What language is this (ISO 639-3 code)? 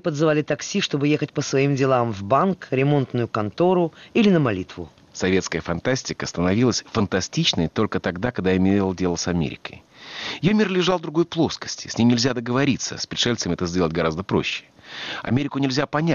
rus